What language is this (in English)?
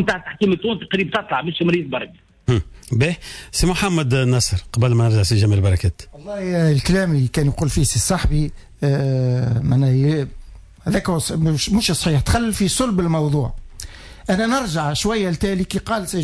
Tunisian Arabic